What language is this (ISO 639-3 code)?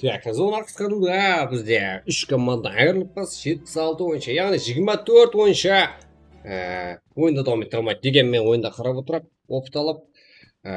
kaa